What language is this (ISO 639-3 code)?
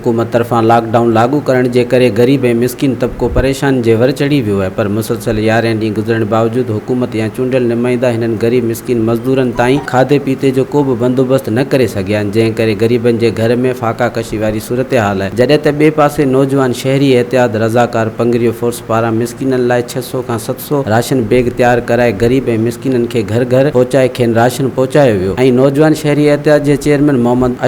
snd